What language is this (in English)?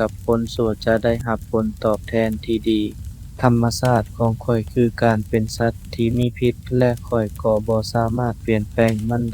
Lao